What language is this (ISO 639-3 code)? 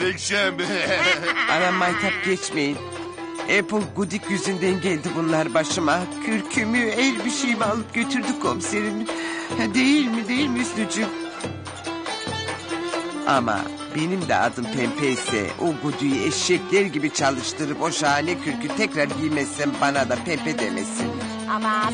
tur